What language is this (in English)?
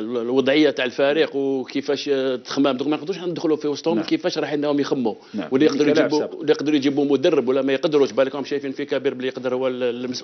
Algerian Arabic